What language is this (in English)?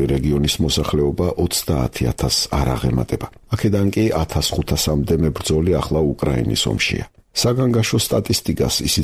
Georgian